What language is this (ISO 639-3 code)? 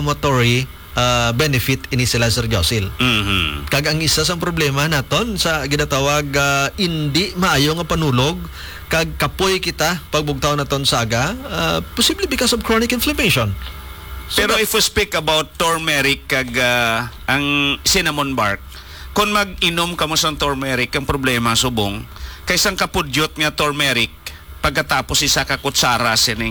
hil